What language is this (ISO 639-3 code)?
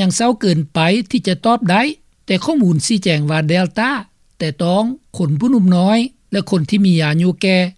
lao